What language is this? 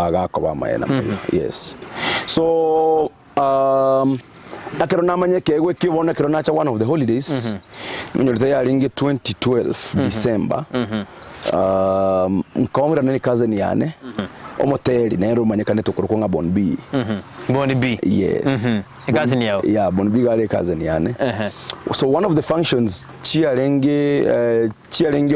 Gusii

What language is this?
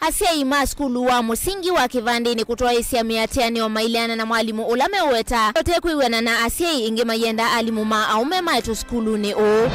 Kamba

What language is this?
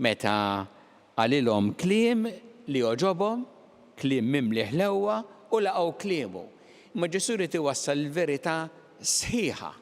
Maltese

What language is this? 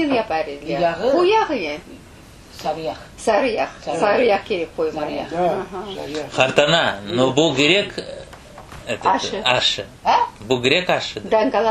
Crimean Tatar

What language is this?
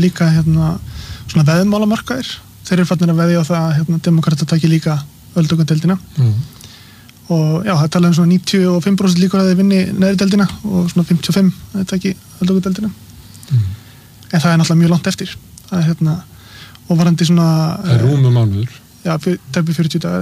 Icelandic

